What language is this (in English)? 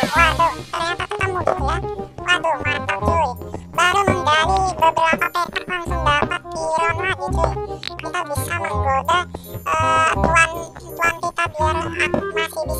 Indonesian